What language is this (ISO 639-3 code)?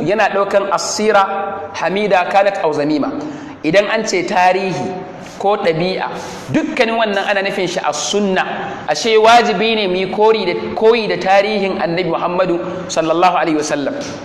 hau